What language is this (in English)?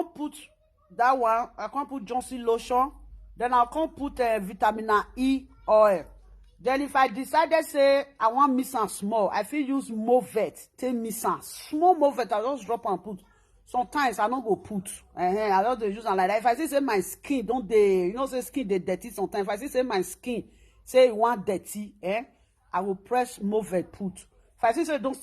Nigerian Pidgin